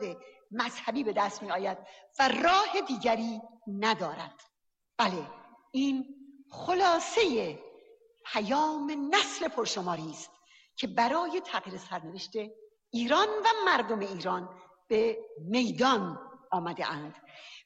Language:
Persian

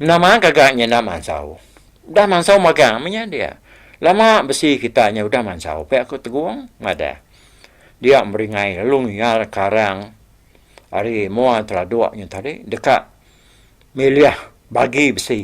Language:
Iban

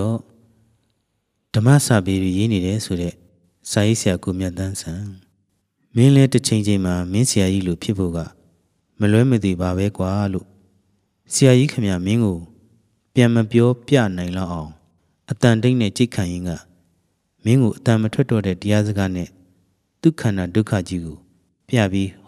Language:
Burmese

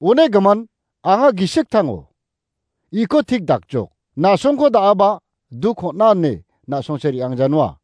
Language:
Garo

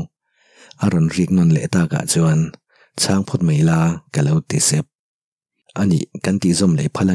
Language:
Mizo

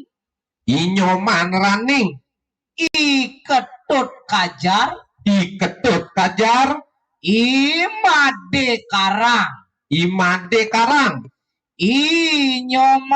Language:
Balinese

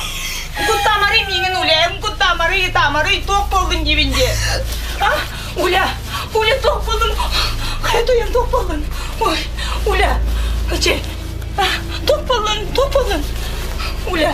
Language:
Yakut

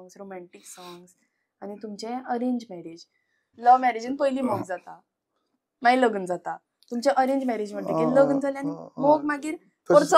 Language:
Konkani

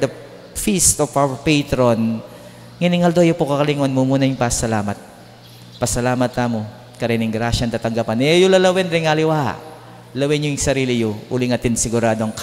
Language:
Pampanga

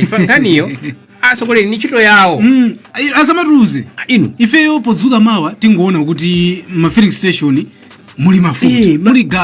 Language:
Nyanja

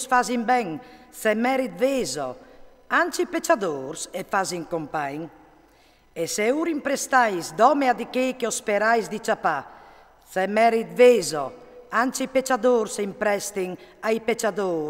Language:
Friulian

